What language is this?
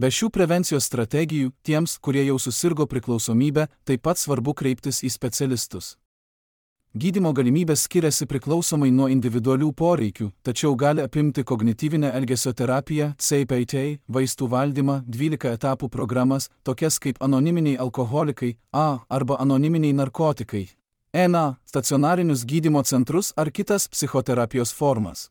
Lithuanian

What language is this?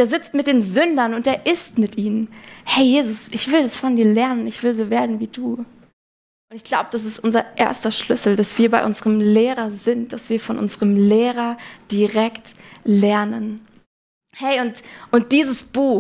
Swiss German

